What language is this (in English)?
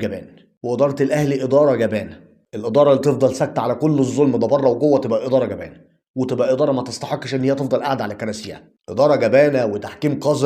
Egyptian Arabic